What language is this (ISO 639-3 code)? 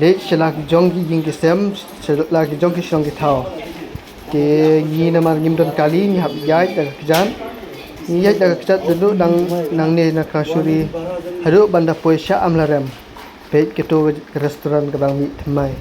kha